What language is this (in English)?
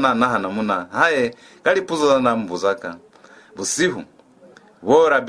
Lozi